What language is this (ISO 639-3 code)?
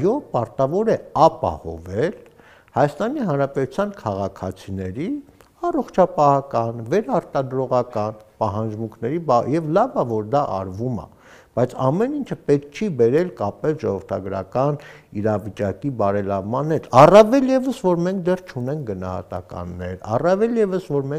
hye